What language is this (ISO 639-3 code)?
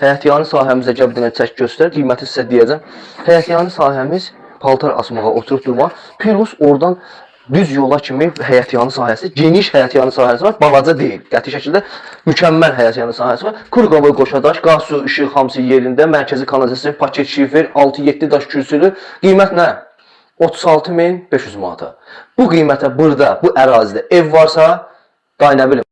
aze